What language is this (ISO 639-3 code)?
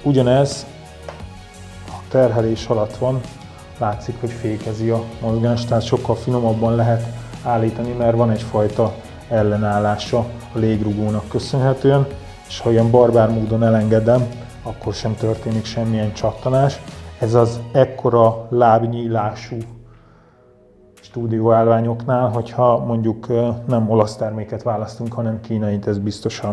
hun